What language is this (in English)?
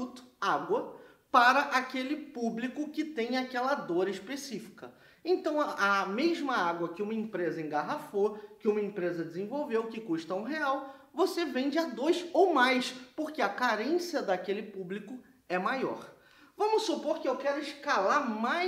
Portuguese